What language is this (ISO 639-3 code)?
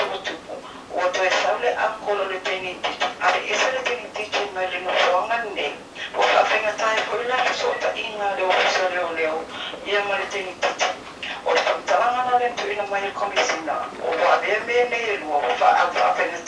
smo